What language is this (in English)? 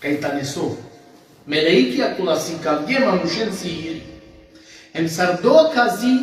Balkan Romani